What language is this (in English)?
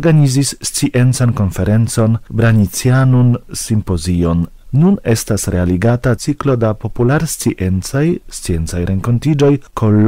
Esperanto